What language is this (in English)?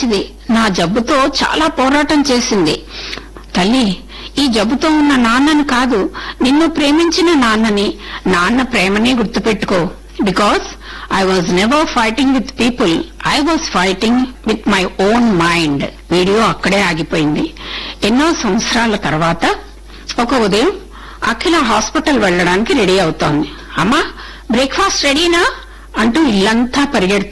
Telugu